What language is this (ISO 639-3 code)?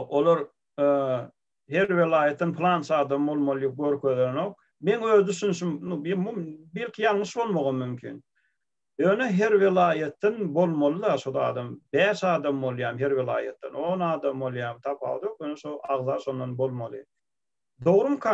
tuk